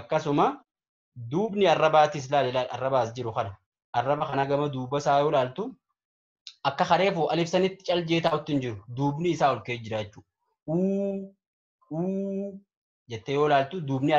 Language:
Oromo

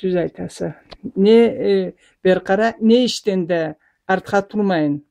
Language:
Karachay-Balkar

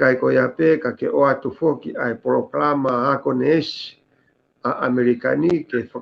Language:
Tongan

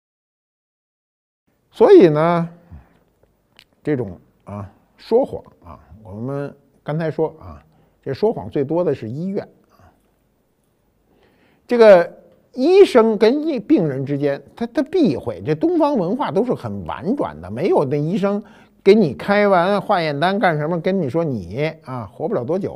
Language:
Chinese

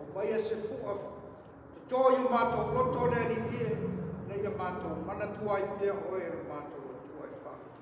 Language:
Samoan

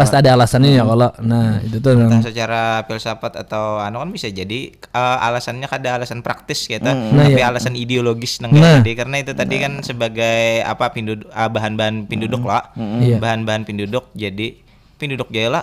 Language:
Banjar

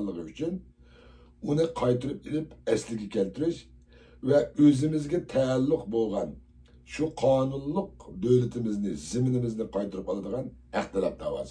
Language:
Uyghur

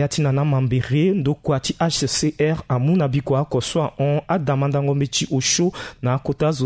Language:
Sango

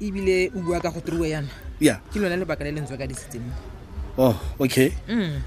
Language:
Tswana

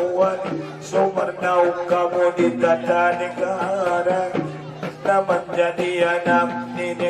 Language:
Batak Angkola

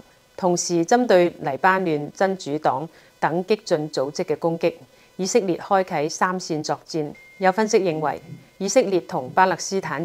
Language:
Cantonese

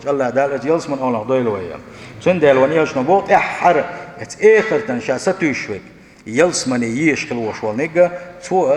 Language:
Chechen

